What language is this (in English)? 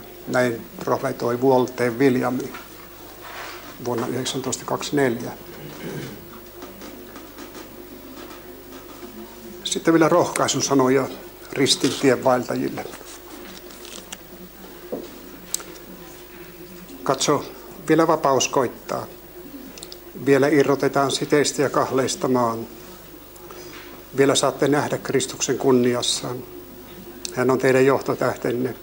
Finnish